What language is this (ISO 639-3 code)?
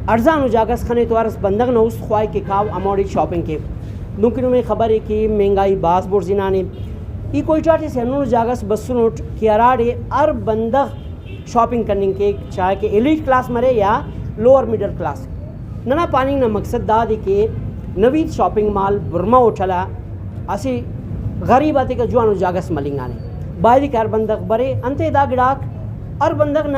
brh